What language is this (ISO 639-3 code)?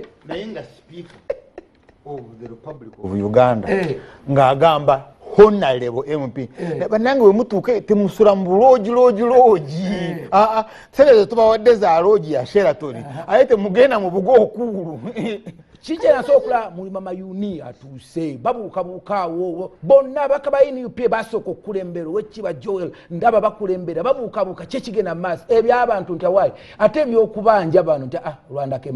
lug